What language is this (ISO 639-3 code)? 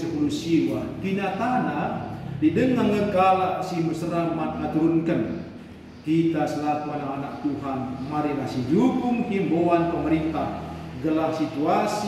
btx